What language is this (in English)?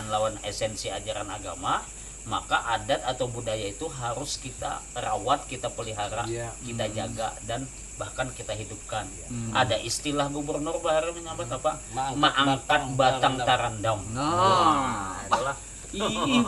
Banjar